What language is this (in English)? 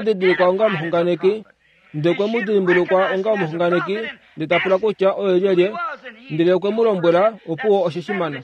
Kuanyama